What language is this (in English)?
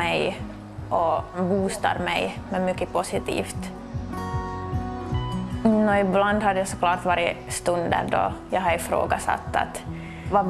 Swedish